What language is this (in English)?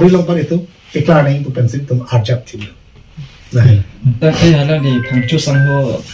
Karbi